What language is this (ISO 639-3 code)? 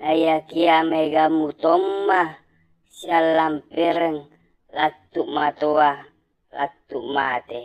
bug